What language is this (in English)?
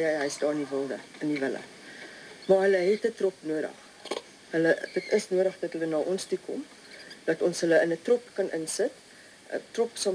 Afrikaans